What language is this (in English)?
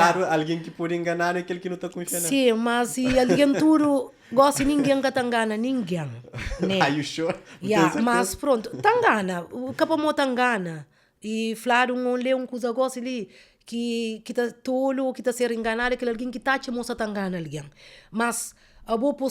Kabuverdianu